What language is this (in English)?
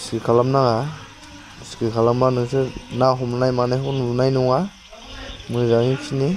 Bodo